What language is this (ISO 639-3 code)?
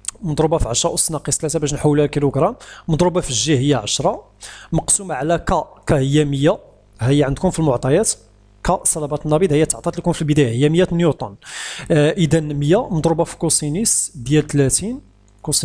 ary